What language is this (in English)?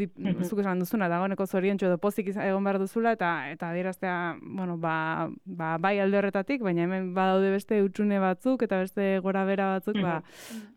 Basque